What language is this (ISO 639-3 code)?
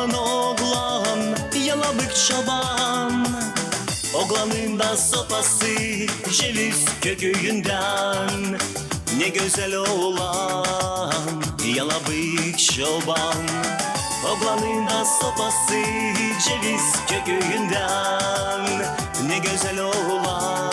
gag